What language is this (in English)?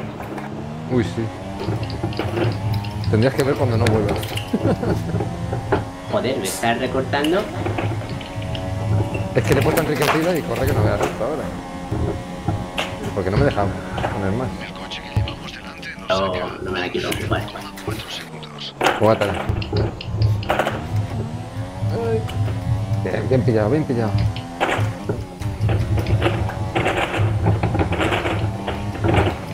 Spanish